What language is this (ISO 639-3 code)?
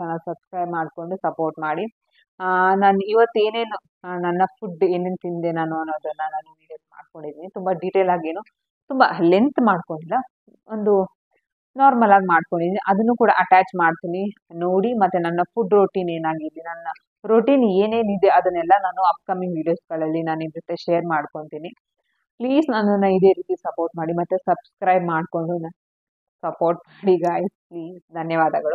kan